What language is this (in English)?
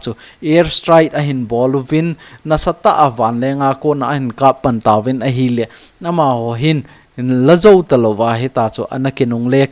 Thado Chin